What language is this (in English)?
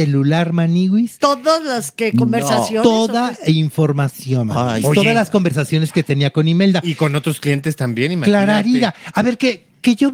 Spanish